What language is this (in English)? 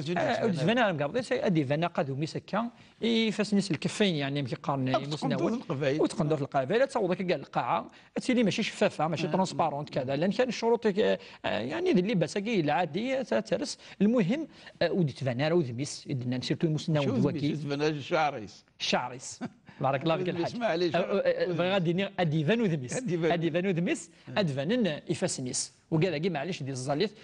Kabyle